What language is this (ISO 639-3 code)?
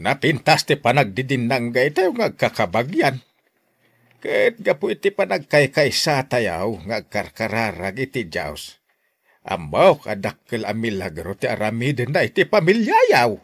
ilo